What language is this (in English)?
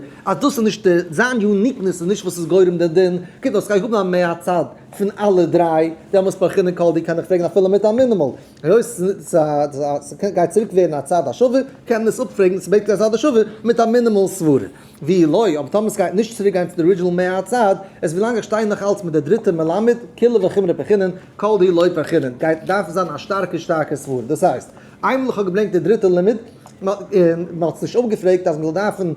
Yiddish